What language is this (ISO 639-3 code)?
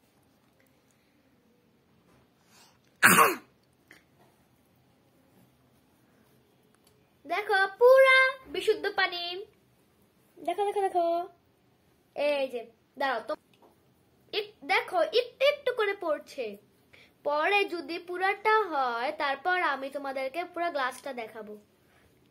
ben